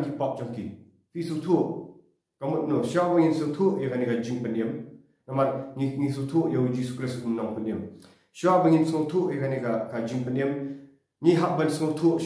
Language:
Khasi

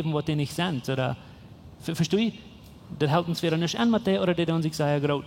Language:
Plautdietsch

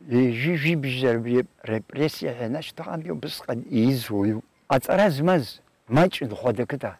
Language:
Abkhazian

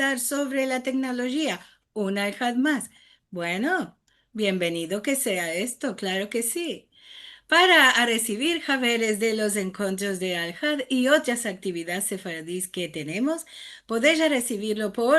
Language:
Ladino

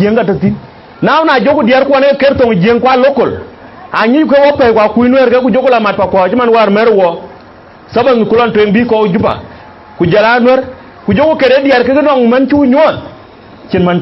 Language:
Dinka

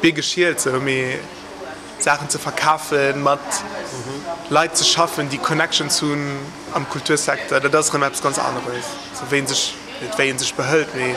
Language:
Luxembourgish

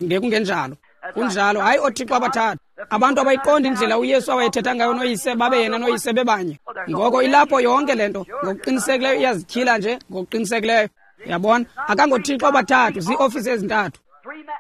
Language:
Xhosa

